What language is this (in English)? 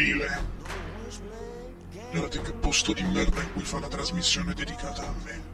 Italian